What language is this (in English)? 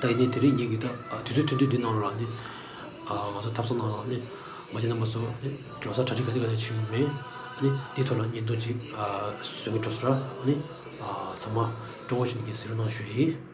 Tibetan